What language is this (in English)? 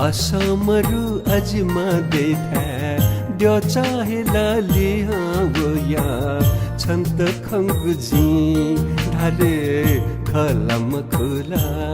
Newari